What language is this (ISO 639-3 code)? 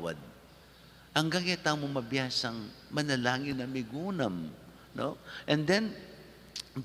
pam